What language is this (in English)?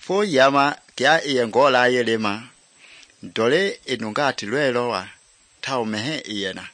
Mende